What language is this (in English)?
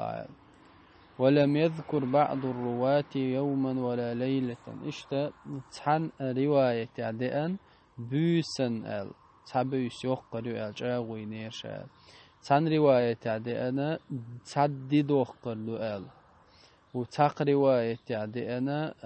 Chechen